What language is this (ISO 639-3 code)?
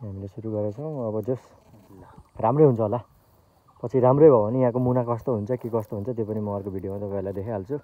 nep